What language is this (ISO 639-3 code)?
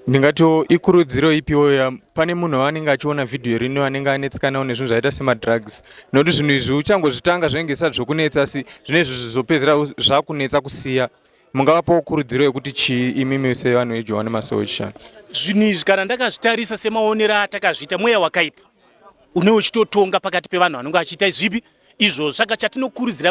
sna